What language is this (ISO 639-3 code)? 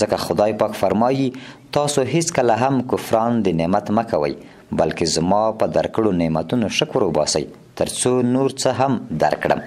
pus